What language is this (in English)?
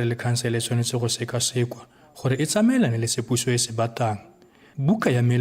Tswana